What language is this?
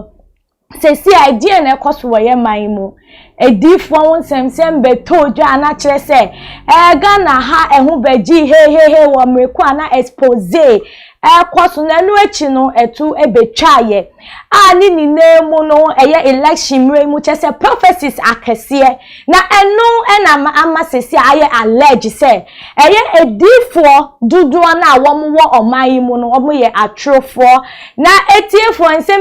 Akan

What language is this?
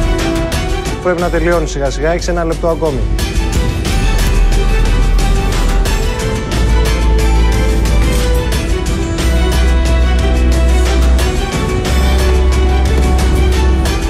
Greek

